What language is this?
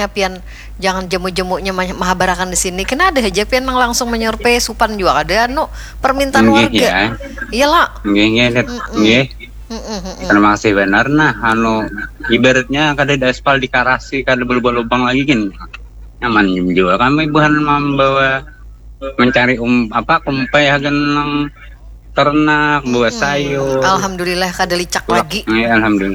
Banjar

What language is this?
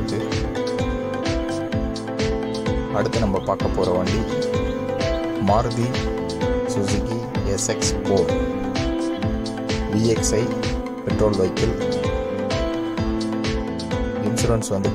Tamil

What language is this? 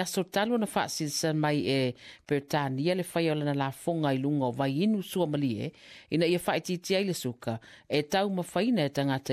Samoan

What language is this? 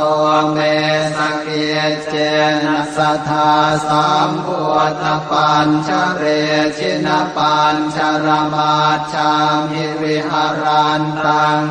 Pali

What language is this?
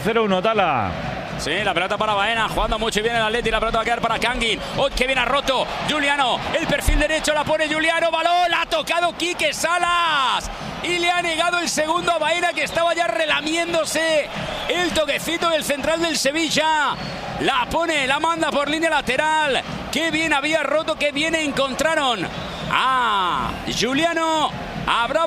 Spanish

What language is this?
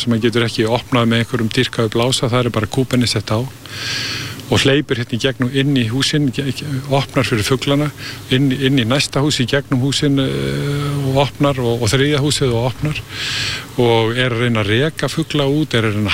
Icelandic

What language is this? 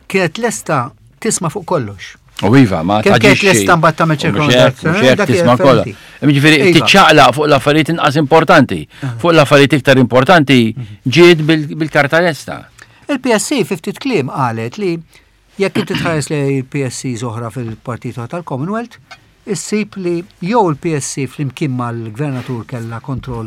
Maltese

